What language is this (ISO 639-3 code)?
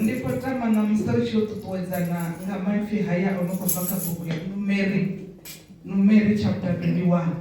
ven